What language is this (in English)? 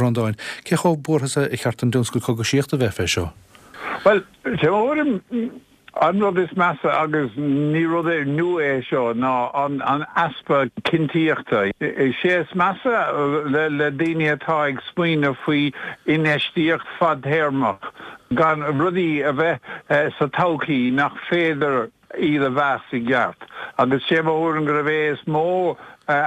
Irish